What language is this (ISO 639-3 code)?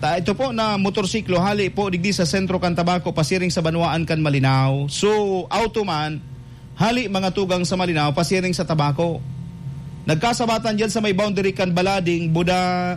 bik